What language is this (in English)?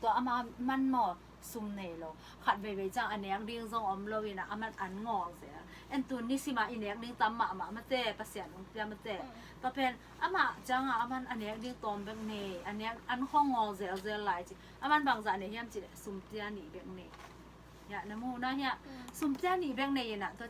Tedim Chin